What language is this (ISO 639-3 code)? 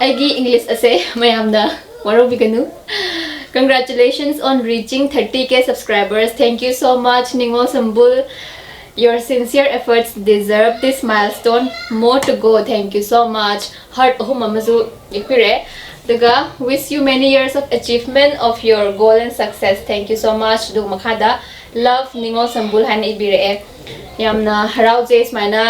mni